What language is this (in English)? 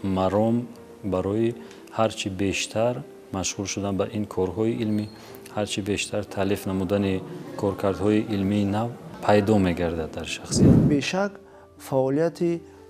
Tajik